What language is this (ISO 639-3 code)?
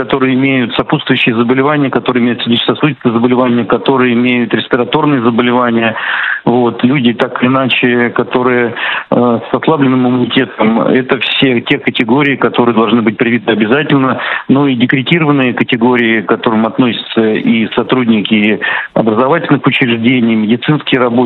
rus